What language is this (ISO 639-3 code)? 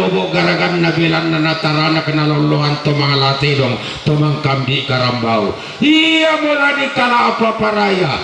sda